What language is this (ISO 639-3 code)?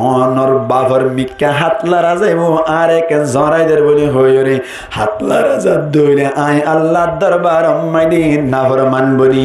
rhg